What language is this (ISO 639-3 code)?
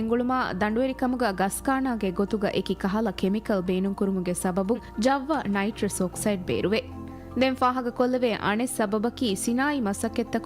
div